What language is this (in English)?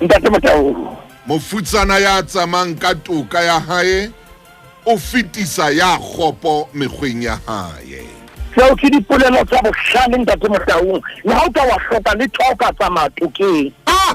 Southern Sotho